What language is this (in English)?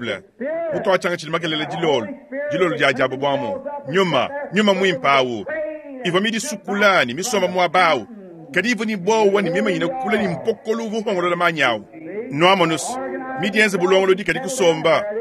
Luba-Lulua